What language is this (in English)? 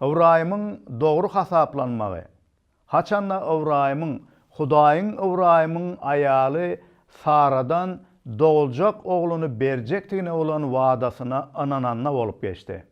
Turkmen